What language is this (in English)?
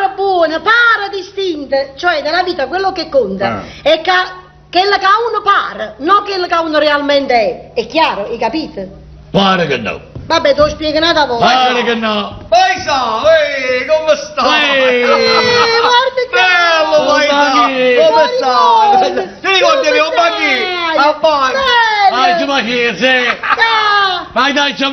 Neapolitan